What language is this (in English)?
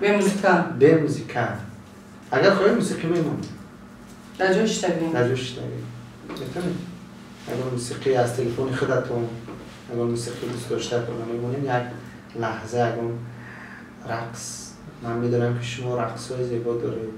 Tajik